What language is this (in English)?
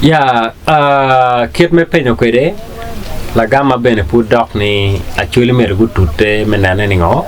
Acoli